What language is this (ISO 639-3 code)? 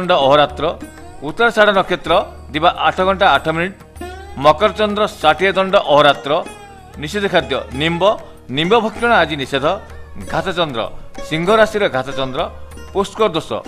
ori